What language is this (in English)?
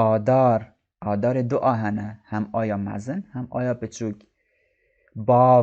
Kurdish